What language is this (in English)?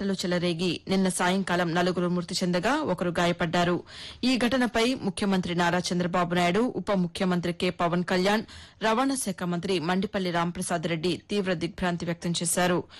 Telugu